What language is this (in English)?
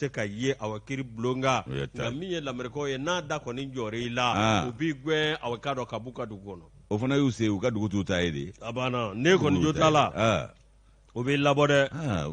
Bambara